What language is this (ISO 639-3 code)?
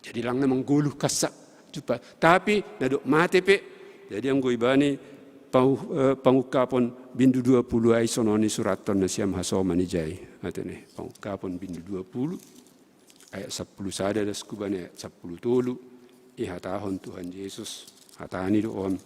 bts